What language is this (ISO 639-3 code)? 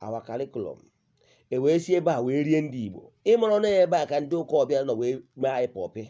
ibo